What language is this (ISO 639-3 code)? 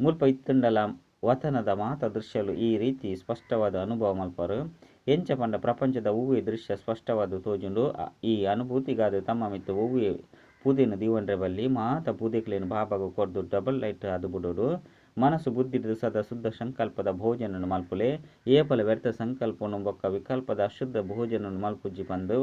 tcy